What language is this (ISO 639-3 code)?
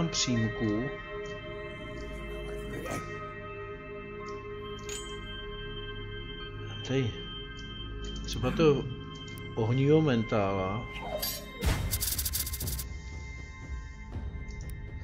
ces